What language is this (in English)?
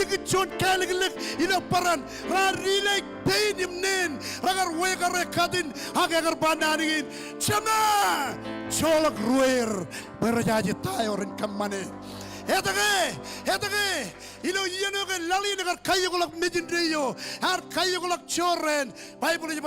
Marshallese